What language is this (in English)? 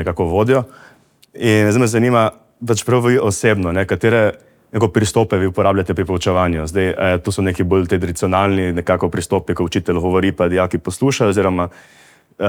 Slovenian